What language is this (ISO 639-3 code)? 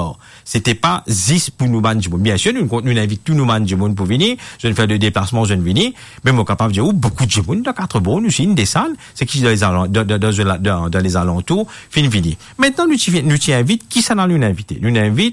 mfe